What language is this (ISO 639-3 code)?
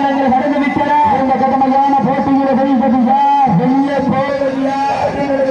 tam